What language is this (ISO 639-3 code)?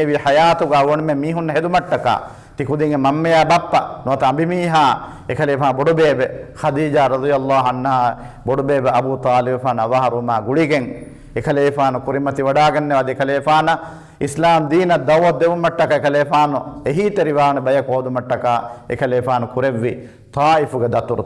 div